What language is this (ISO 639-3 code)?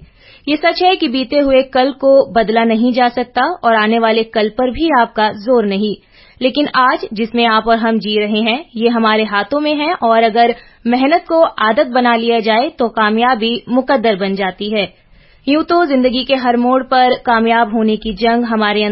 hin